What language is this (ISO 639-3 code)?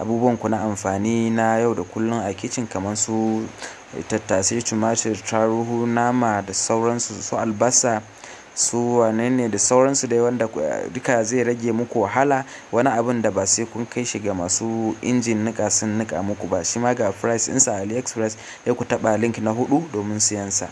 hau